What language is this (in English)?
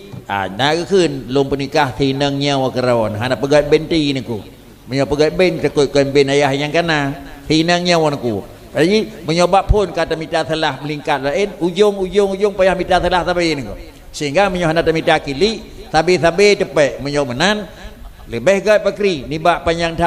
Achinese